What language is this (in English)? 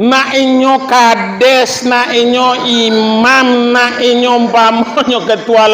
Minangkabau